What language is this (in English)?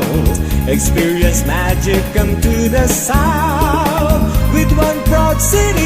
Bikol